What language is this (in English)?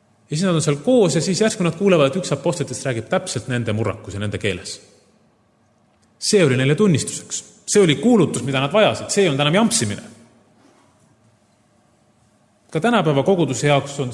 Estonian